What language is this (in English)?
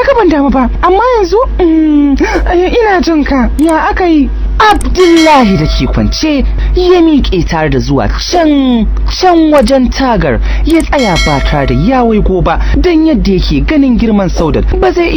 Hausa